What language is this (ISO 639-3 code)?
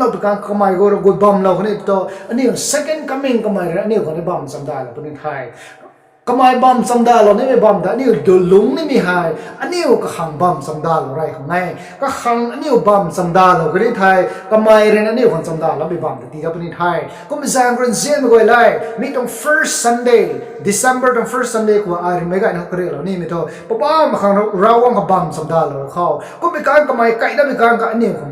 nbu